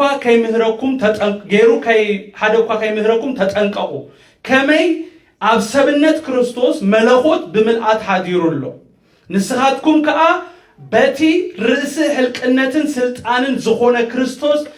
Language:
Tigrinya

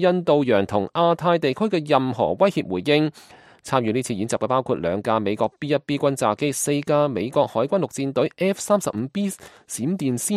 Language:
Cantonese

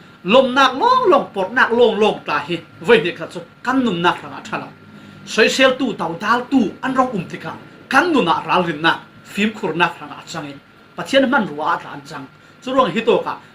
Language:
Falam Chin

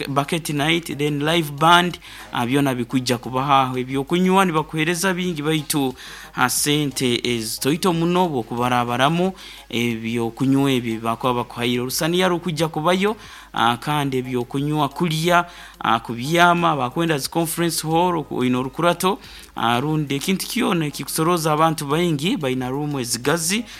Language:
Nyoro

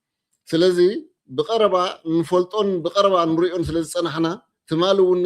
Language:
Tigrinya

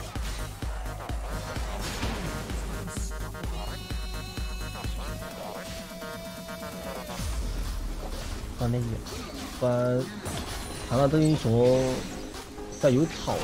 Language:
Chinese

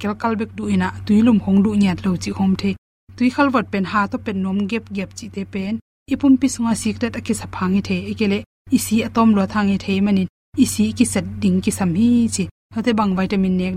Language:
Tedim Chin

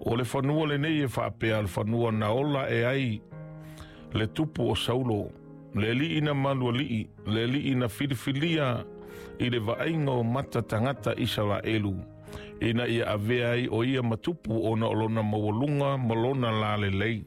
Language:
Samoan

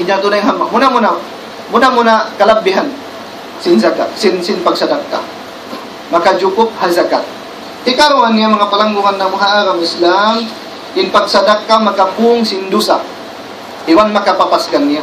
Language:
Tausug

